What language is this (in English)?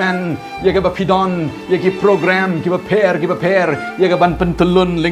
Khasi